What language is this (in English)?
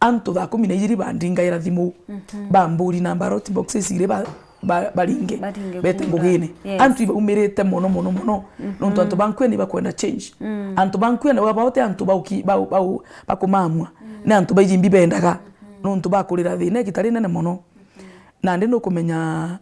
Meru